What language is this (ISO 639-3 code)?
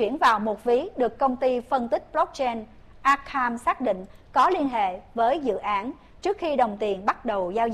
vie